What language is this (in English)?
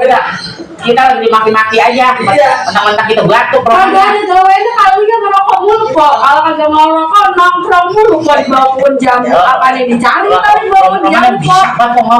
Betawi